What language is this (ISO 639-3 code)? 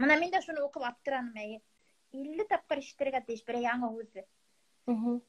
bak